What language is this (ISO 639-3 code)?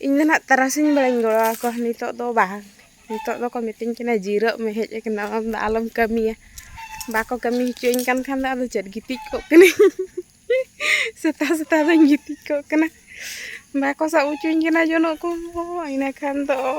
sat